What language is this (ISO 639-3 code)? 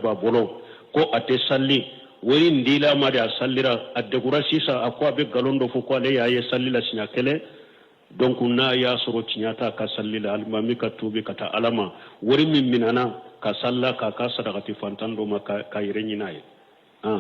bam